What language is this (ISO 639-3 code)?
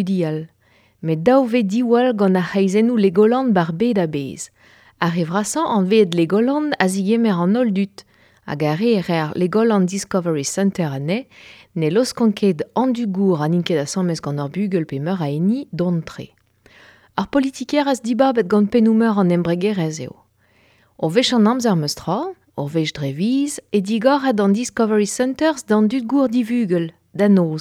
bre